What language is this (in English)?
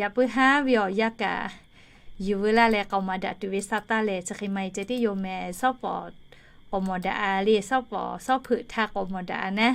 Lahu